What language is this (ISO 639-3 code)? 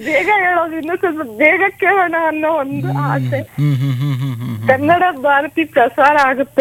kan